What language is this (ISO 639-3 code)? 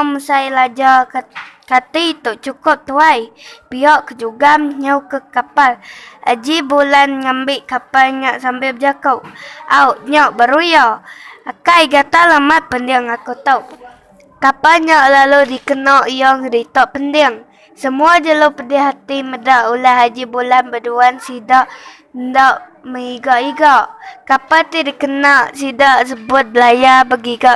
iba